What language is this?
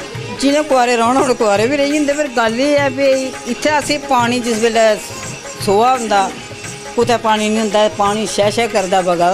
Dogri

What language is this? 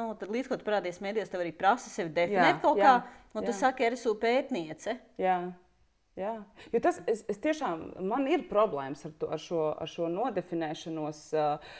Latvian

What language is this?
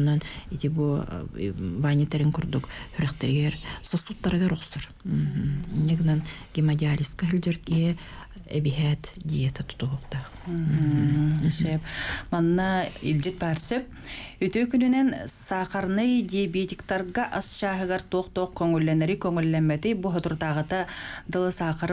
Yakut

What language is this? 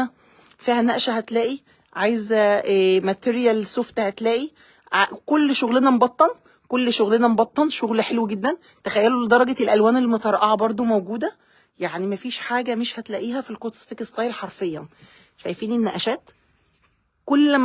Egyptian Arabic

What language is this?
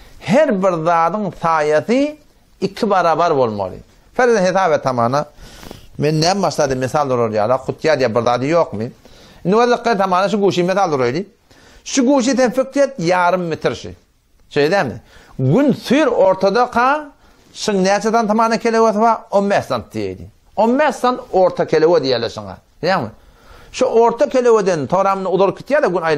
Turkmen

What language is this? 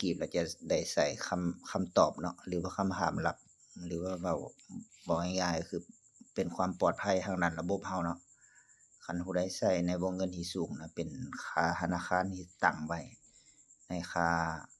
Lao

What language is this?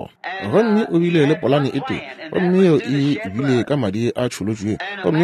Northern Sotho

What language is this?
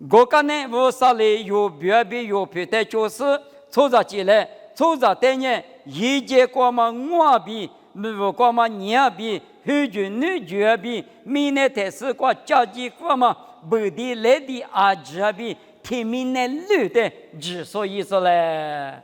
Lisu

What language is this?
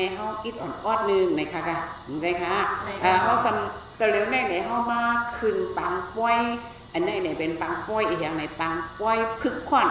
Shan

